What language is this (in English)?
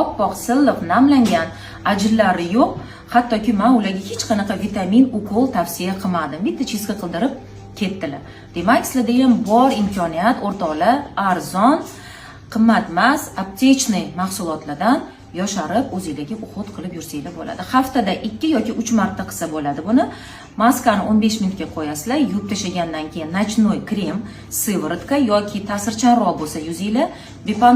Uzbek